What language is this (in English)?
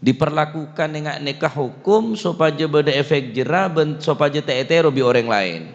Madurese